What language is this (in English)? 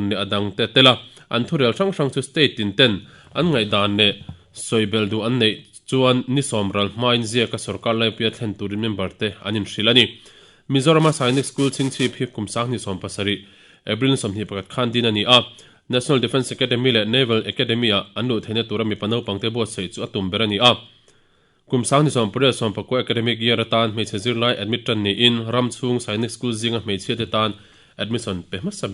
Mizo